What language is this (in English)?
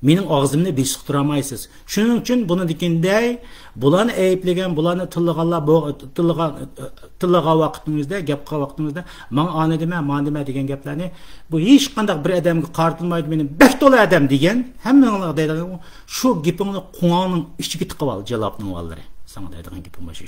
Uyghur